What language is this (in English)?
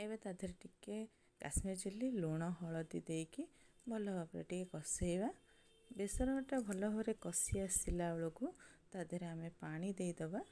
Odia